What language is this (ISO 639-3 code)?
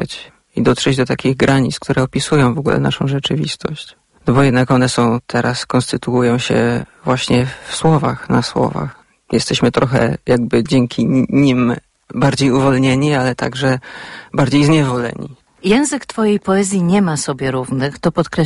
pol